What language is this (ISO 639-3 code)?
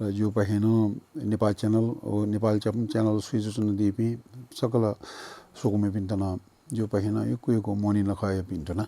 new